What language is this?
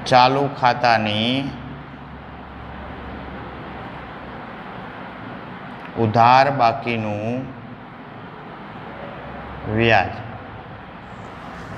Gujarati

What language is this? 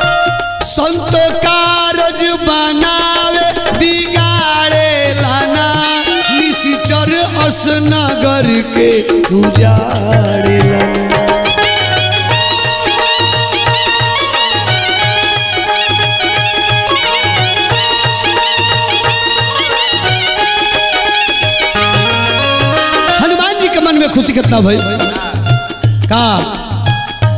Bhojpuri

